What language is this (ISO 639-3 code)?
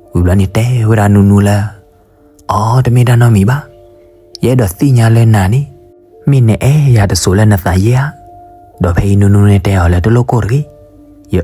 ksw